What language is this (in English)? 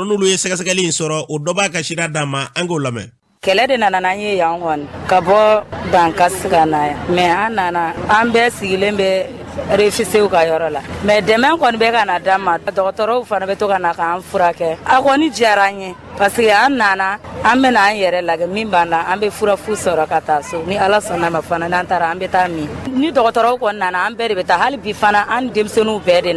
Bambara